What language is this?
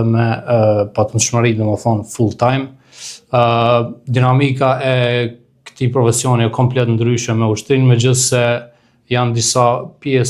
Albanian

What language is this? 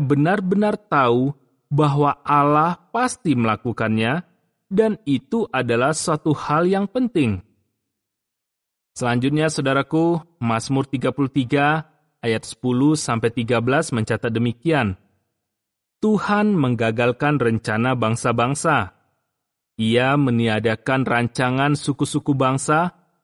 Indonesian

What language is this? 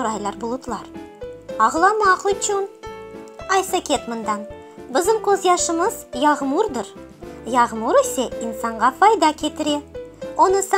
Crimean Tatar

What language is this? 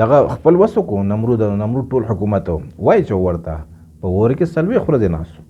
Pashto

